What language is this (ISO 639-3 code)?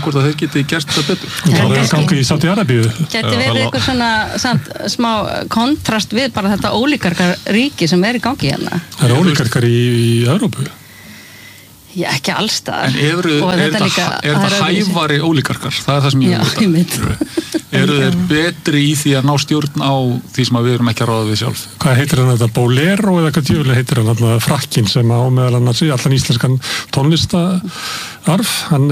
isl